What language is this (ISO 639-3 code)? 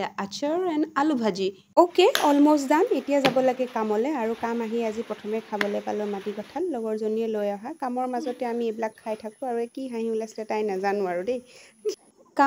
asm